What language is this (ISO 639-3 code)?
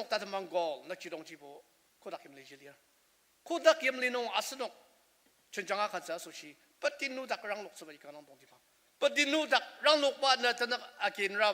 njo